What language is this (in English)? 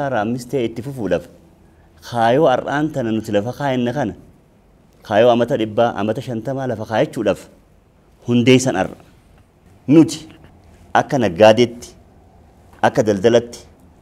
Oromo